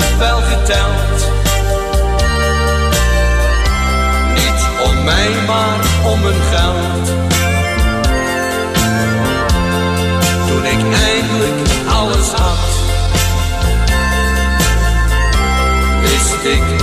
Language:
Dutch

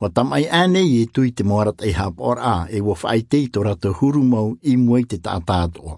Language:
Tahitian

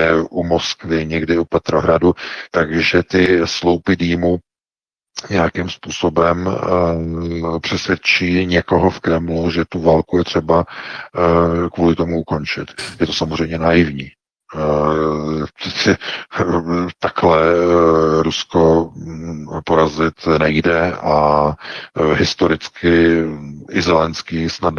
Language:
Czech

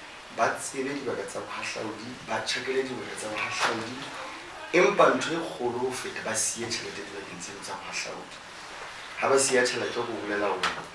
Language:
Southern Sotho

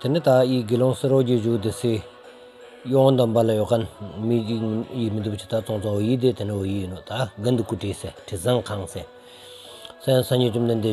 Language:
Stod Bhoti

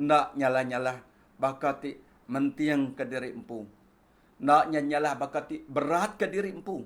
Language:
Iban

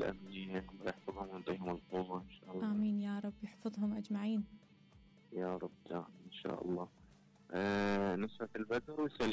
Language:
Mesopotamian Arabic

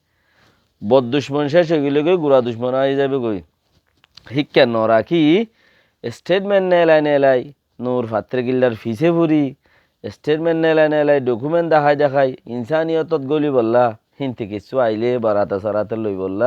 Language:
Rohingya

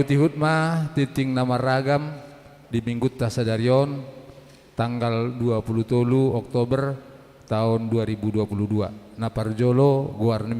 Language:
Batak Toba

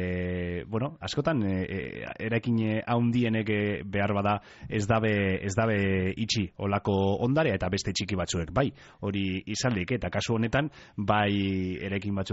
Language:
Basque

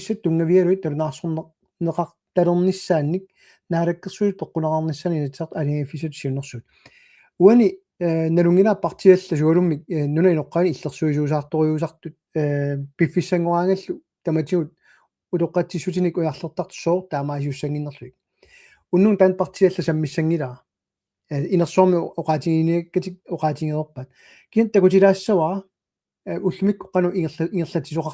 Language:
Kalaallisut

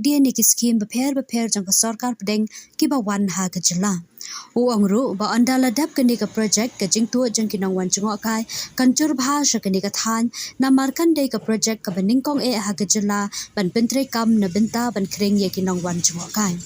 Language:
Khasi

